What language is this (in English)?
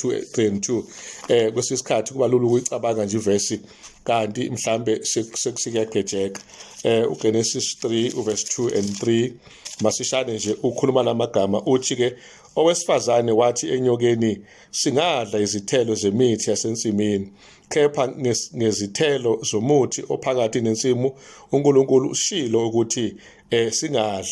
Zulu